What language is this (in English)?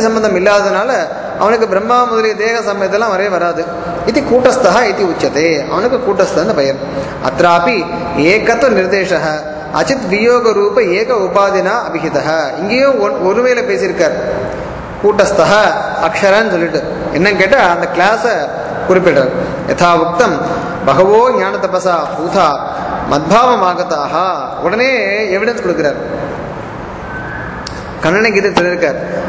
Tamil